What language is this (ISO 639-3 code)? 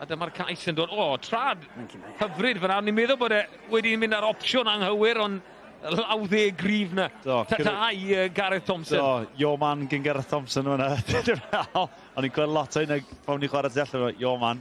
cym